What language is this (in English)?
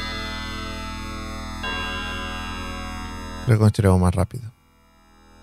Spanish